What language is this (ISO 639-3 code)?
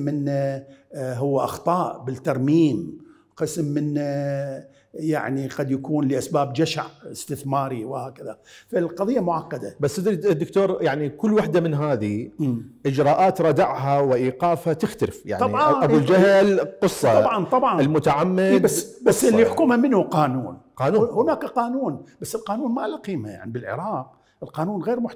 acm